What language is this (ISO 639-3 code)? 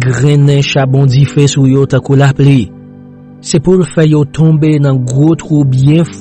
hat